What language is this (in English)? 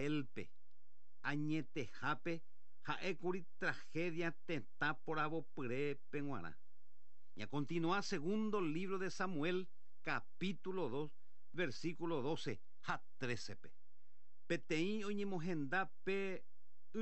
Guarani